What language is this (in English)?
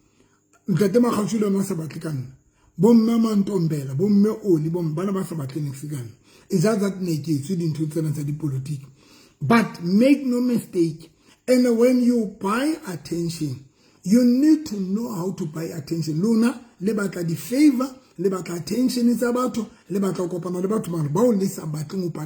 Southern Sotho